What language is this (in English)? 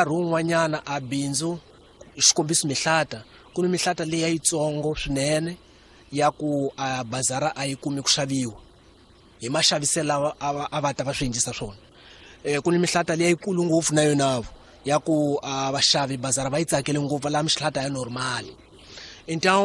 Tsonga